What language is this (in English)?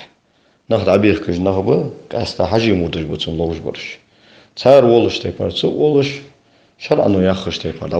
Ingush